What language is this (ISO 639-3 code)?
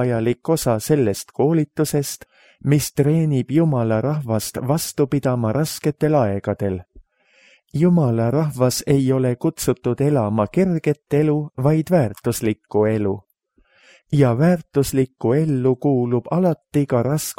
est